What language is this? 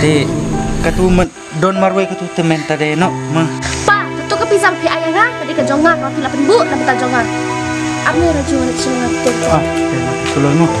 Khasi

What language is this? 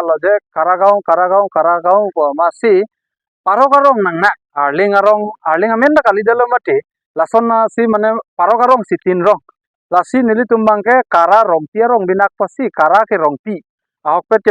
Karbi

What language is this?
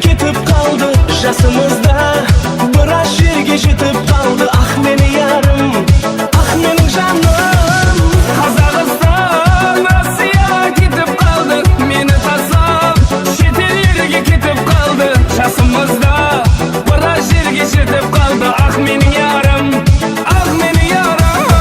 Kara-Kalpak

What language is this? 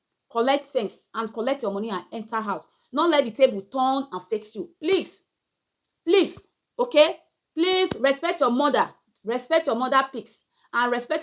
Nigerian Pidgin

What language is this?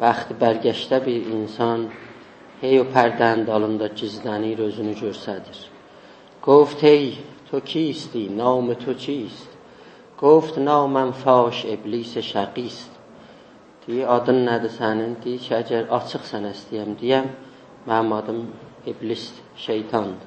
South Azerbaijani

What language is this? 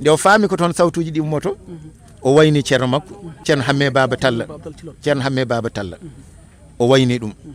Fula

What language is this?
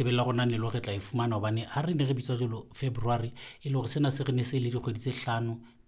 Southern Sotho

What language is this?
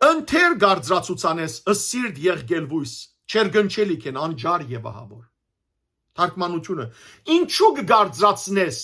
Western Armenian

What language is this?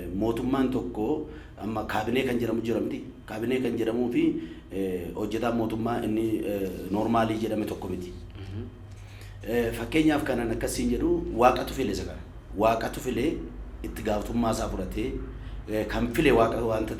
Oromo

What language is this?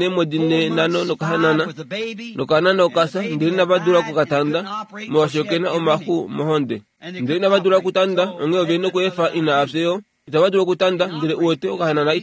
Kuanyama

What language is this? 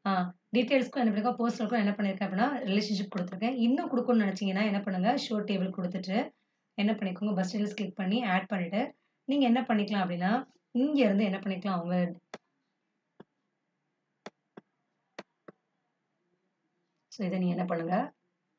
Tamil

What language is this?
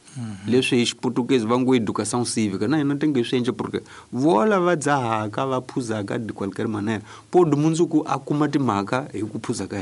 Tsonga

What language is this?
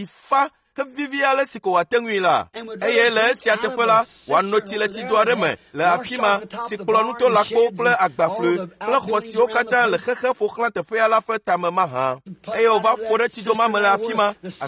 Ewe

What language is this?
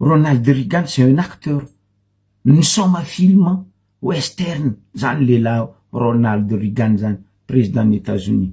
Malagasy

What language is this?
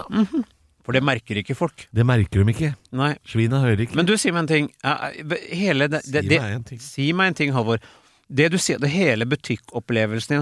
Norwegian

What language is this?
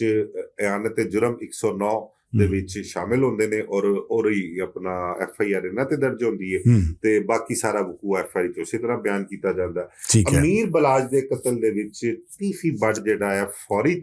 Western Panjabi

